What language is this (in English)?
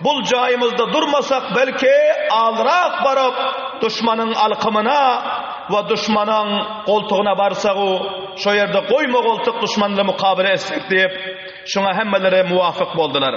Turkmen